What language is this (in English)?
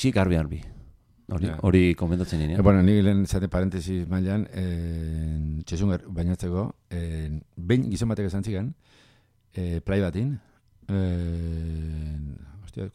Basque